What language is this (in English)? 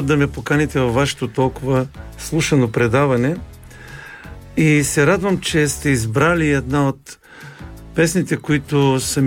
Bulgarian